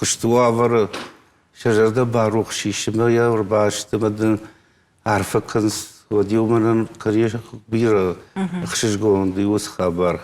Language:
Ossetic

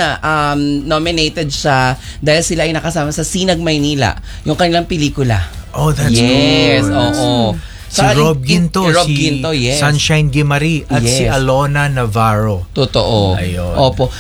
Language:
Filipino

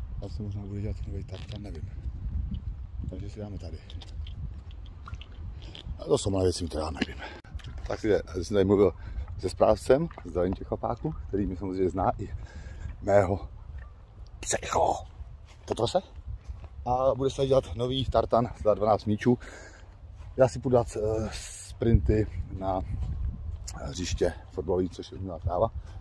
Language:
Czech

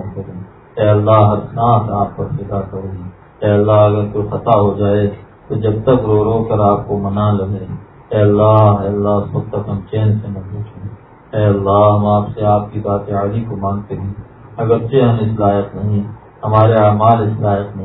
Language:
Urdu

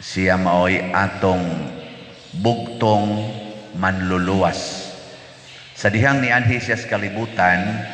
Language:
Cebuano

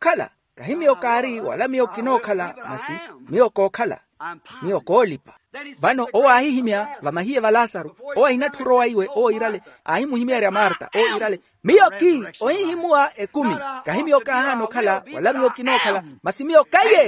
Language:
Makhuwa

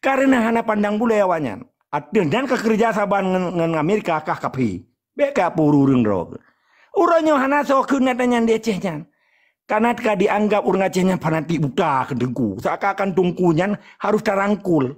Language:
Achinese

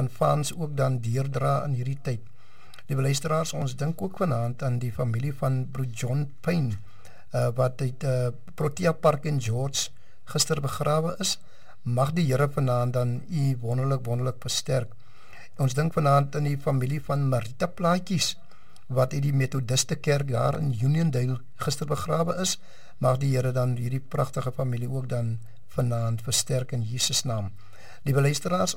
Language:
Afrikaans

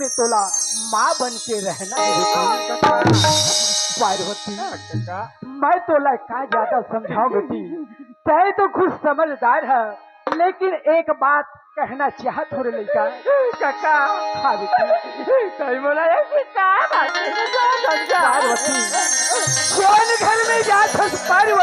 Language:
Chhattisgarhi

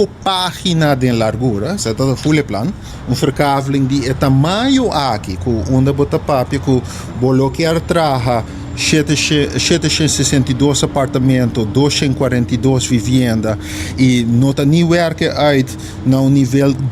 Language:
Papiamento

